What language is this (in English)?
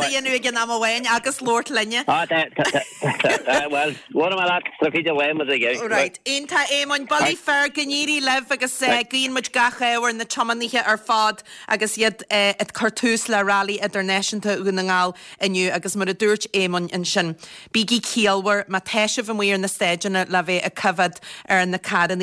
Irish